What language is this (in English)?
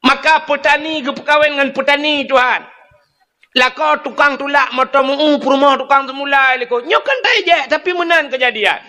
Achinese